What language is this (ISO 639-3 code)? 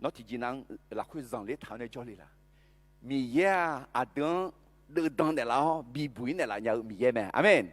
ahk